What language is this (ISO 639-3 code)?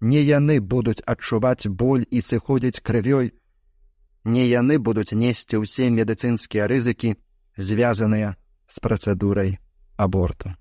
bel